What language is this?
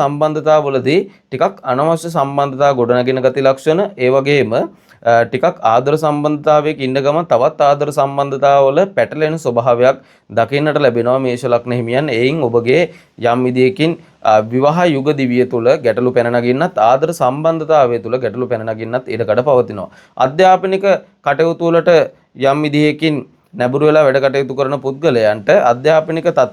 Sinhala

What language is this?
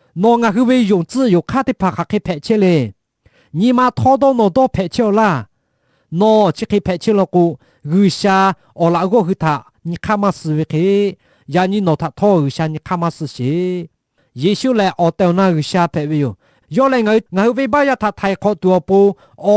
Lahu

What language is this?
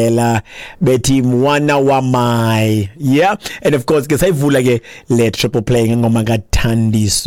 Xhosa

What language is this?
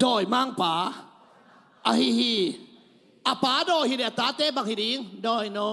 Tedim Chin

